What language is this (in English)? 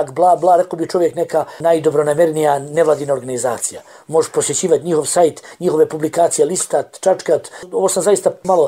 Bosnian